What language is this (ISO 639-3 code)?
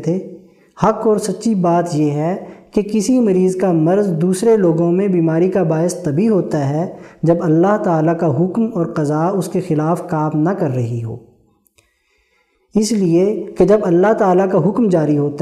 urd